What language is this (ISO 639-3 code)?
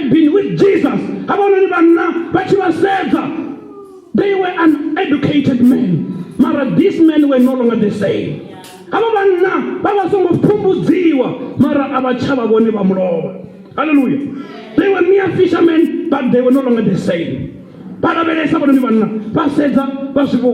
ven